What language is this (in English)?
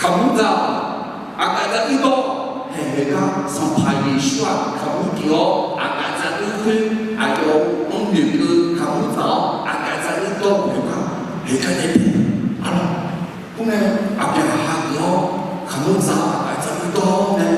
Akha